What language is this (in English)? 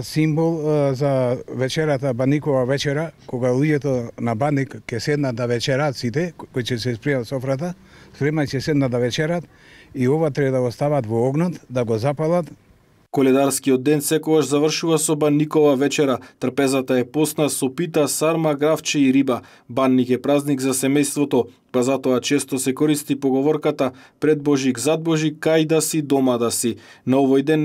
Macedonian